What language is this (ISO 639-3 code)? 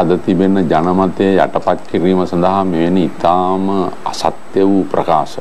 sin